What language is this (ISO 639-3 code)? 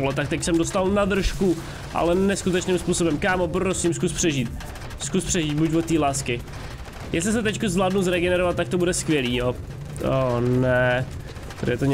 ces